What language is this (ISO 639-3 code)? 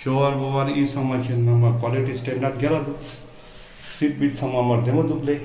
lbj